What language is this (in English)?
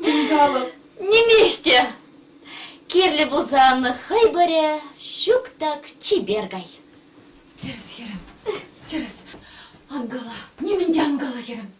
Chuvash